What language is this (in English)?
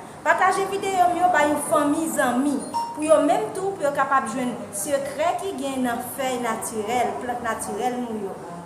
Haitian Creole